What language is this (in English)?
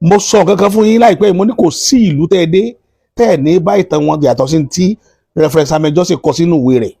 Yoruba